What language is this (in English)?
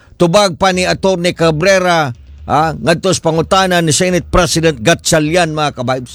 Cebuano